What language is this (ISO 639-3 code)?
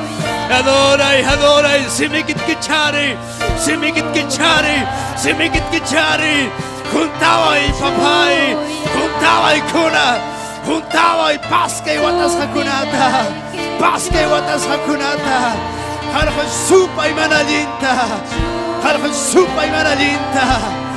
quy